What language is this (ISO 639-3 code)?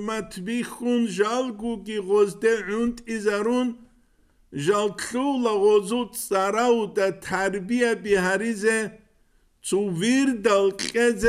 ava